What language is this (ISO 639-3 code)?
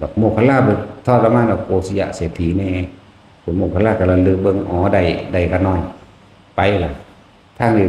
tts